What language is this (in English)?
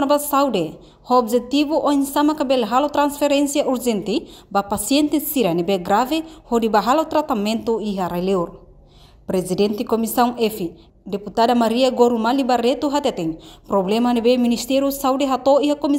Tetum